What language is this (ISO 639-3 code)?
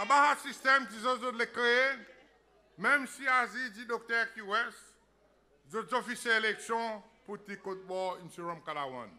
crs